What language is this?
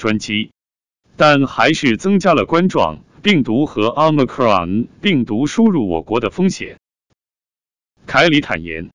Chinese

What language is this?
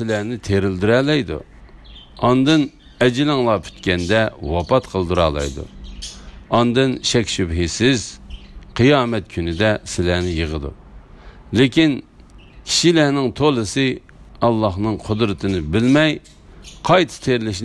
Uyghur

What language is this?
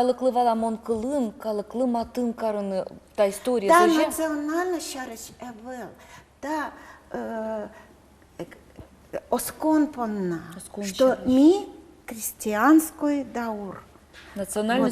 Udmurt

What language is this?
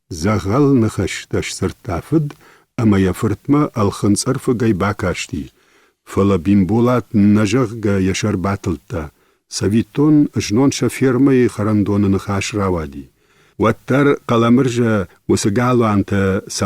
Ossetic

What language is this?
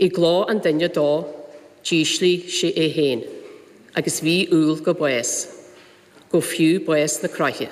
Irish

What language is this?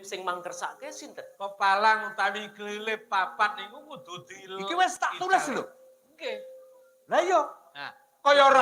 Javanese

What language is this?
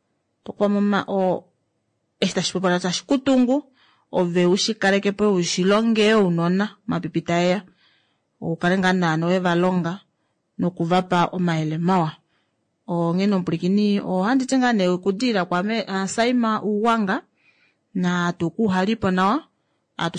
Kuanyama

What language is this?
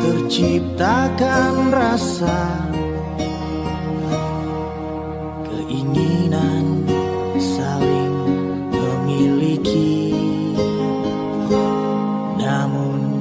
Indonesian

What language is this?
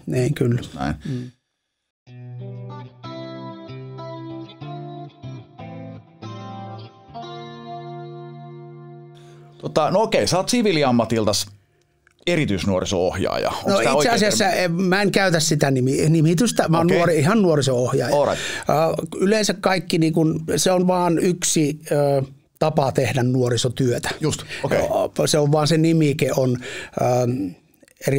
Finnish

